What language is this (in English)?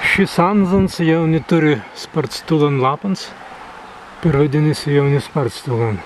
Prussian